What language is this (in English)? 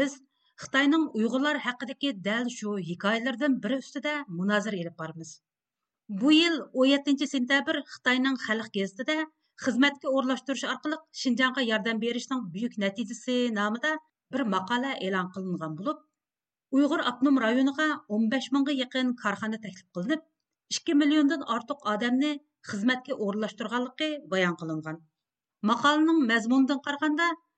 Uyghur